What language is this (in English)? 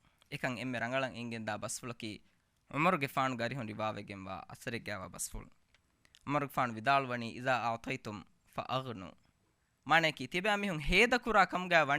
Divehi